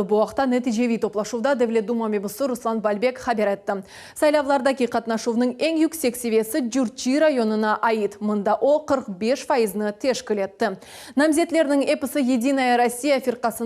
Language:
Crimean Tatar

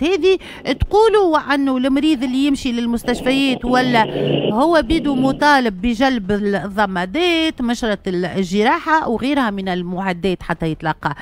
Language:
Tunisian Arabic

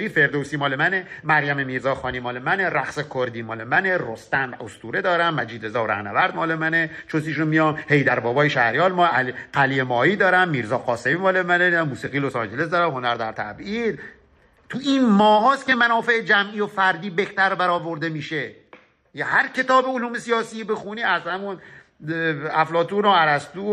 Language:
Persian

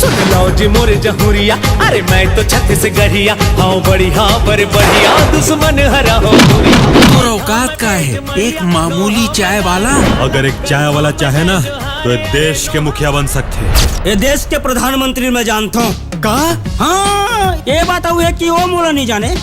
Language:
Chhattisgarhi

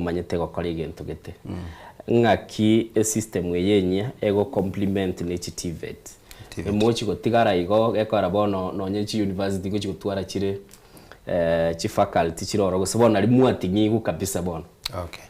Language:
Gusii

